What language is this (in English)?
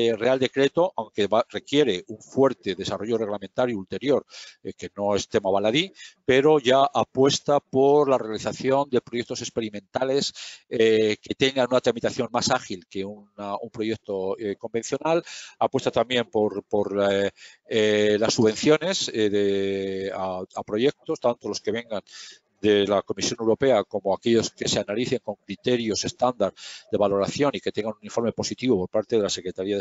Spanish